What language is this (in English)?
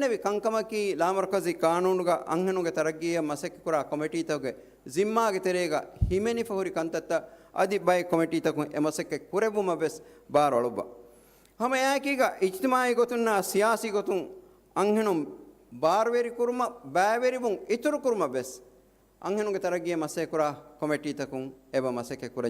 Divehi